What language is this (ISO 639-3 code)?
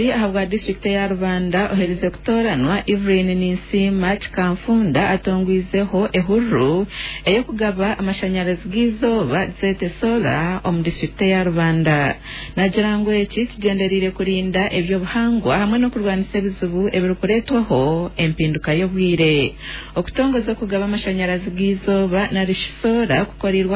nyn